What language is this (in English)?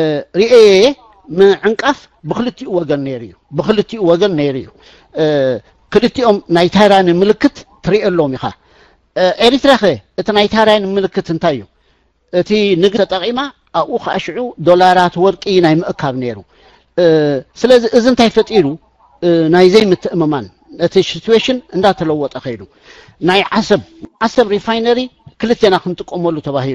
Tigrinya